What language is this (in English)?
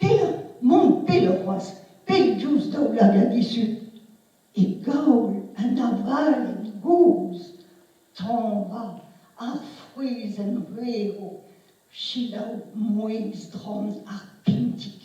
Breton